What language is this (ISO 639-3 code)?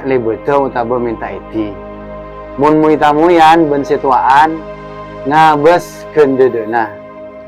mad